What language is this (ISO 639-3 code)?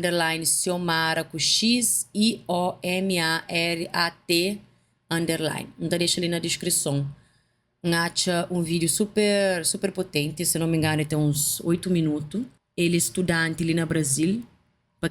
kea